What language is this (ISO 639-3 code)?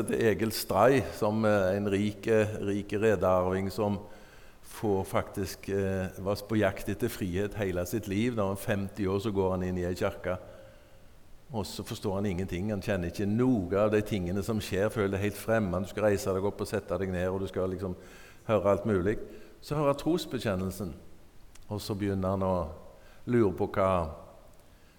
nor